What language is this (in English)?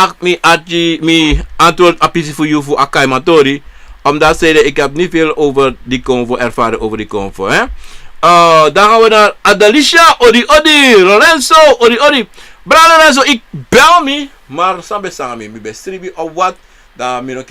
Sranan Tongo